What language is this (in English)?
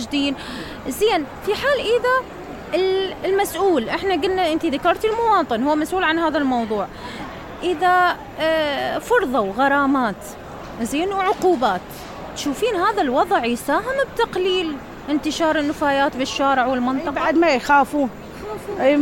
Mesopotamian Arabic